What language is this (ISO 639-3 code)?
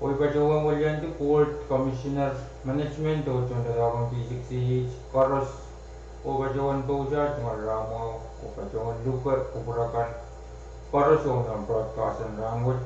pon